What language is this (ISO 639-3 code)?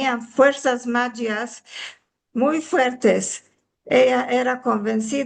lad